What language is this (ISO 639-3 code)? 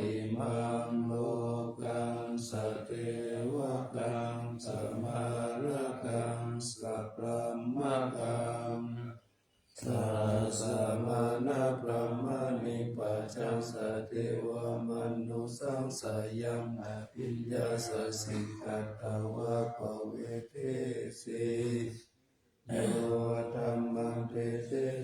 pli